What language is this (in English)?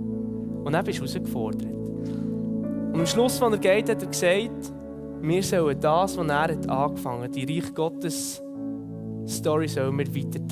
Swiss German